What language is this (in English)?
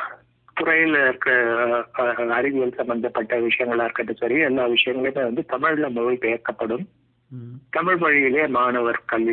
Tamil